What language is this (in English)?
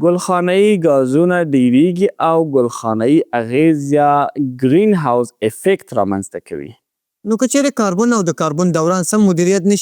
Pashto